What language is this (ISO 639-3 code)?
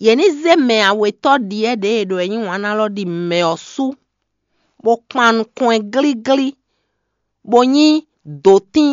fon